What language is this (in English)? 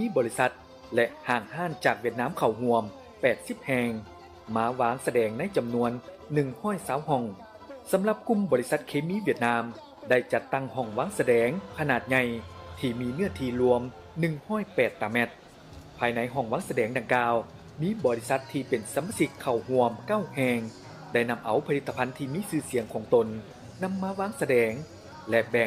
Lao